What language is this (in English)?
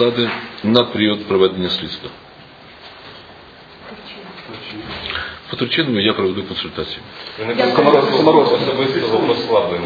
Ukrainian